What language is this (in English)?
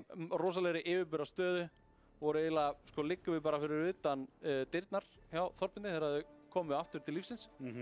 Icelandic